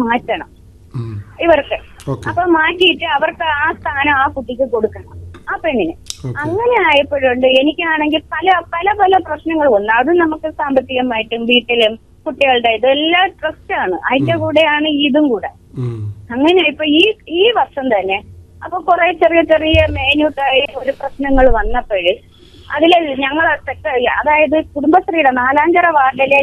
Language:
Malayalam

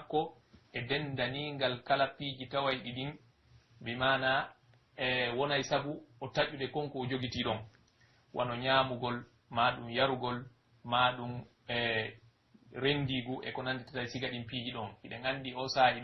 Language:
Pular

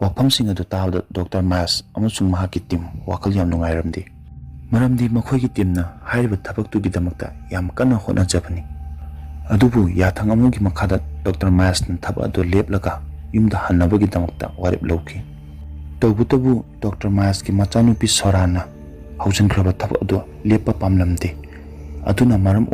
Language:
Manipuri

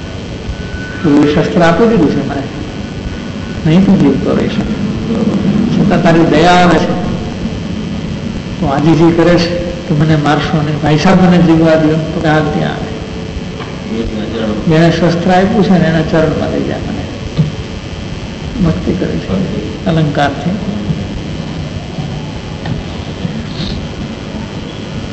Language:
Gujarati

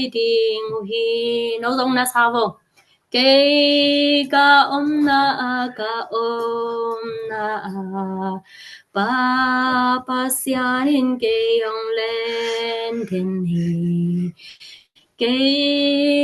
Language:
Tedim Chin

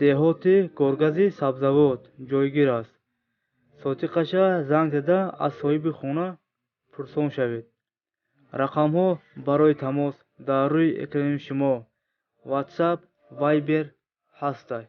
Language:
Tajik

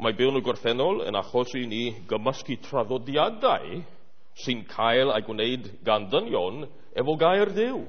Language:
Welsh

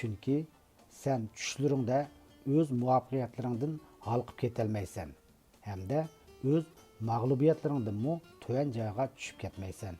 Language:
Uyghur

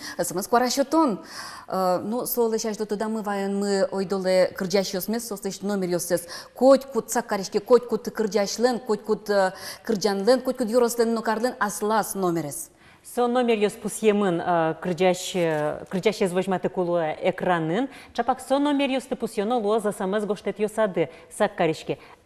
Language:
Udmurt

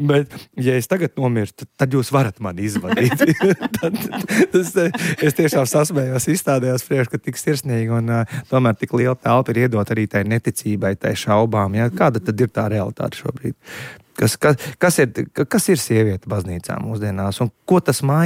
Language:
Latvian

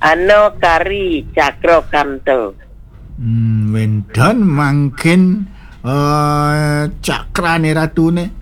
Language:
Balinese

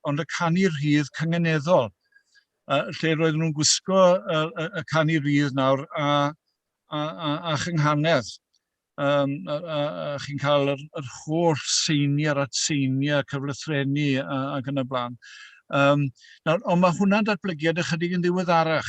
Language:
Welsh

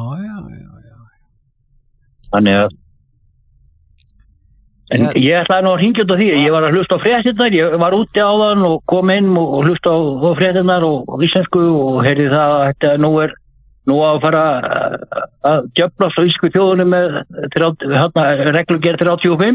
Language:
Icelandic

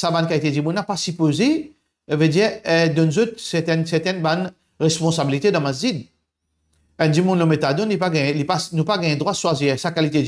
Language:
Morisyen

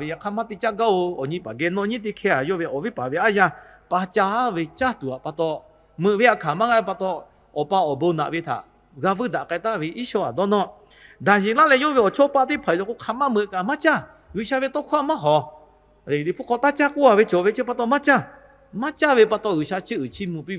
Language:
Lahu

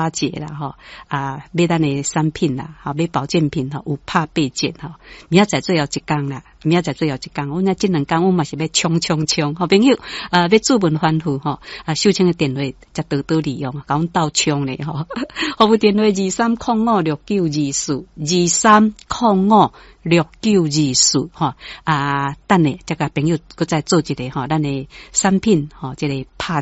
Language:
Min Nan Chinese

